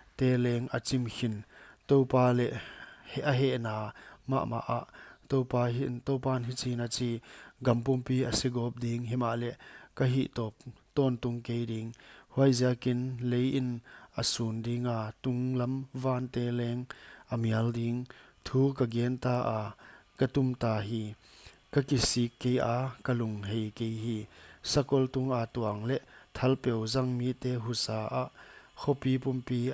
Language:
Paite Chin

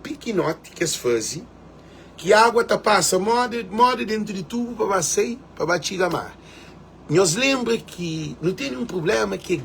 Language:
Kabuverdianu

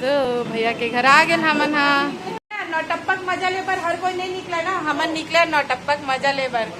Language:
Chhattisgarhi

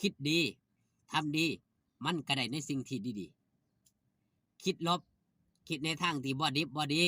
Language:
Northeastern Thai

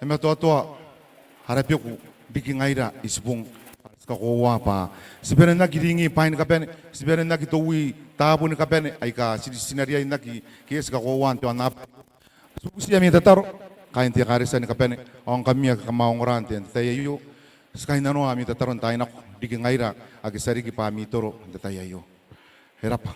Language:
Gilbertese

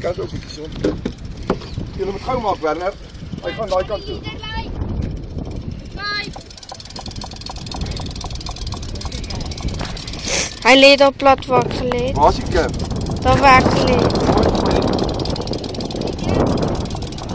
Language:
Afrikaans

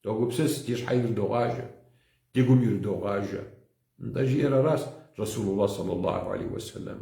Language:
Kabardian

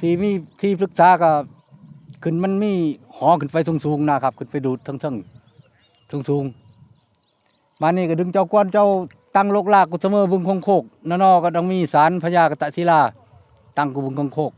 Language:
Northeastern Thai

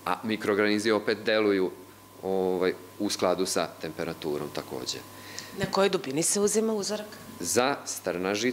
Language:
Serbian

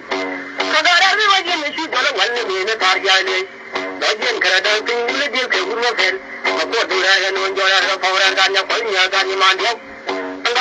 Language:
Nuer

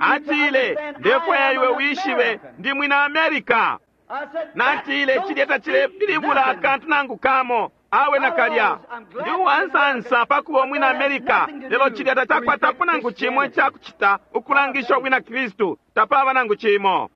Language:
Bemba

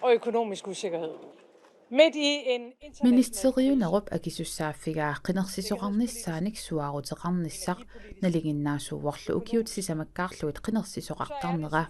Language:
Kalaallisut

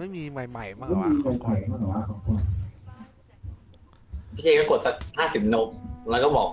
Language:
Thai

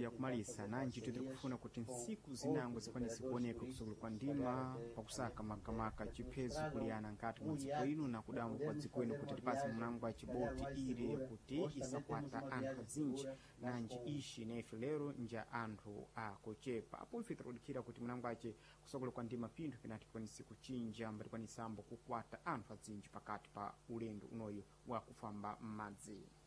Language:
Sena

